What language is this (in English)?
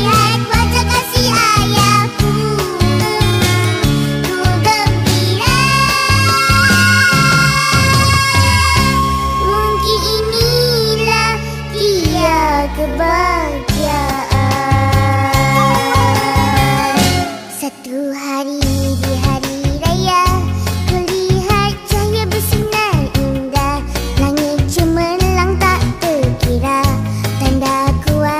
Malay